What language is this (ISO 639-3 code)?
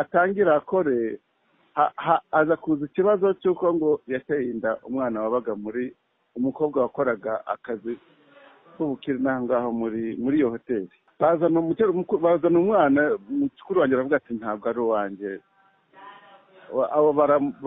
kin